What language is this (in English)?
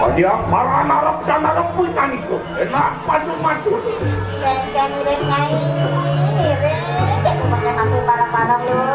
Balinese